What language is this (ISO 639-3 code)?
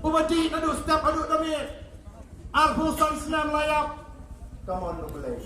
kha